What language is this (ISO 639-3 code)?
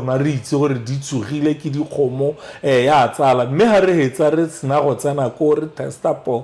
tsn